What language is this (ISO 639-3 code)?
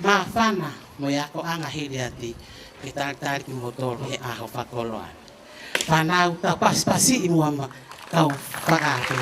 ton